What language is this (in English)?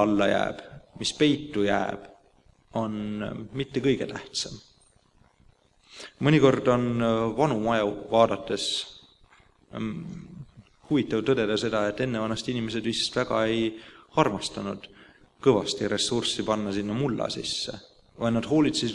Estonian